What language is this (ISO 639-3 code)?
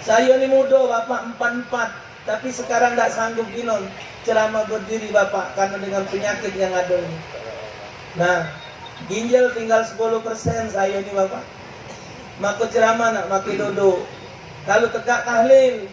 mui